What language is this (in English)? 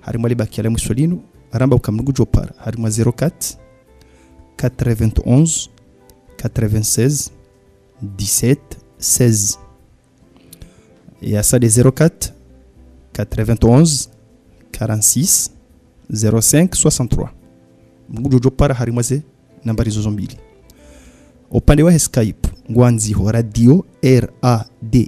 Swahili